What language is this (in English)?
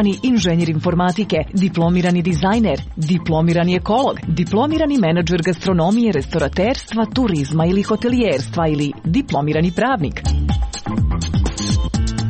Croatian